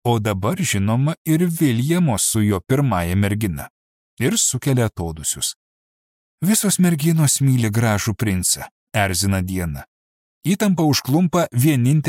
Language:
Lithuanian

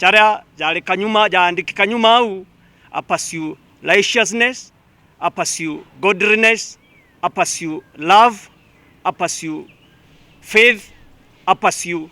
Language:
Meru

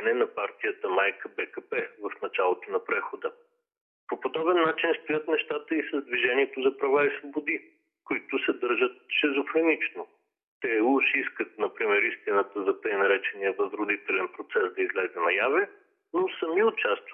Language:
Bulgarian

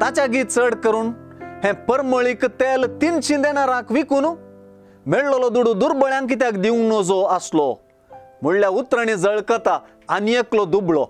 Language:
Konkani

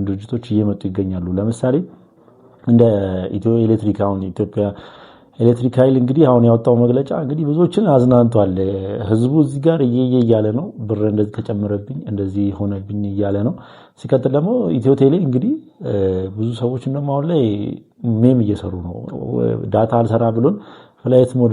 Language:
Amharic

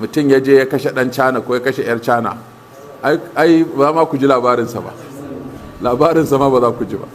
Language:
Hausa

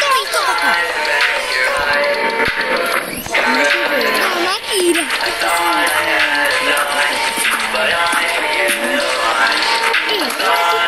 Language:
Malay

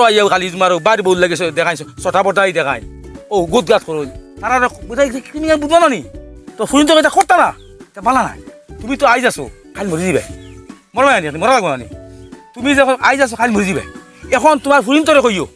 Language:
Sylheti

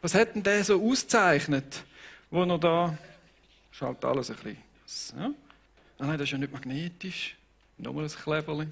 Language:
Swiss German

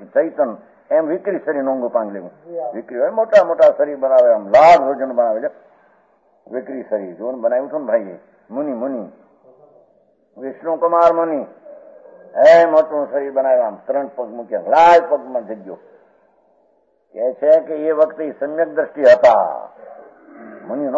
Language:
Gujarati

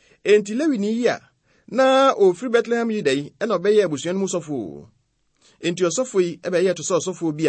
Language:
Akan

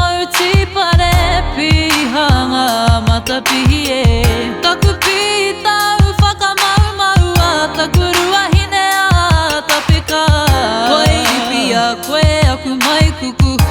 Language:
Māori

